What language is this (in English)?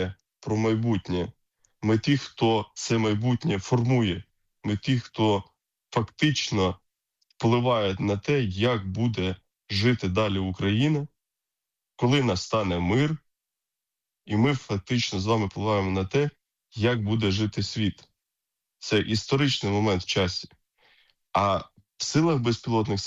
Ukrainian